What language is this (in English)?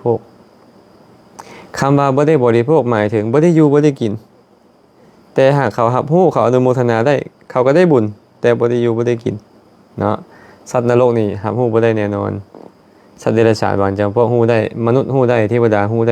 Lao